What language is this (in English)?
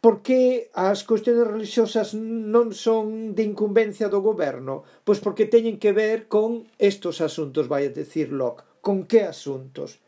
Galician